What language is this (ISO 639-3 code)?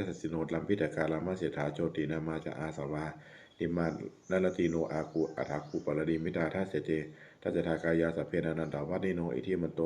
pli